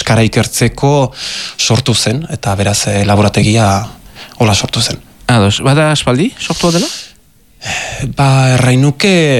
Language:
Basque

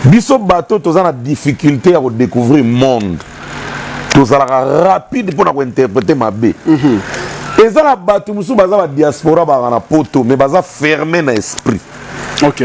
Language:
Lingala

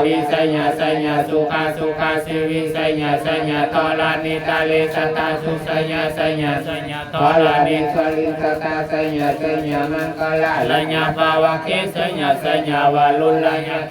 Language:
Pali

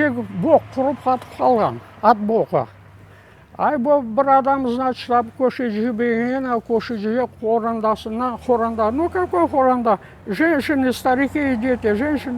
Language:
Crimean Tatar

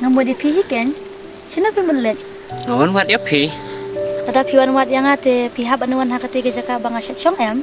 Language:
Khasi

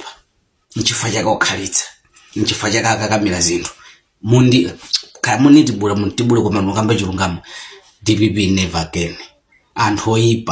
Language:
Nyanja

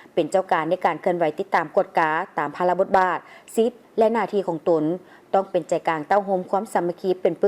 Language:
Lao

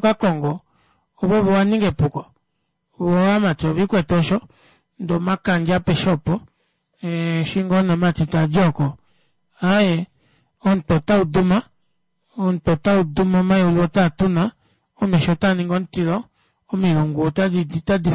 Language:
Kuanyama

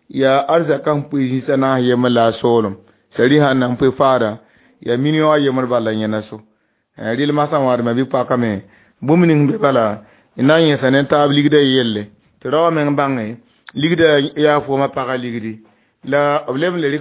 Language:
Mossi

